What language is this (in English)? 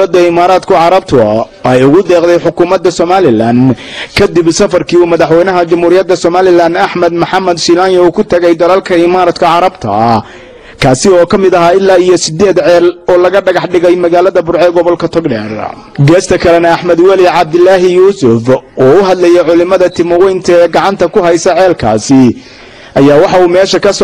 Somali